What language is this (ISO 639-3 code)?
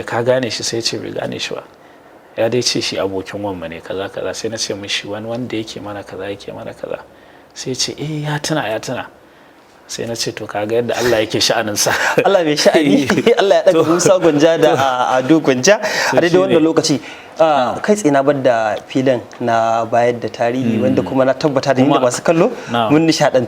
hau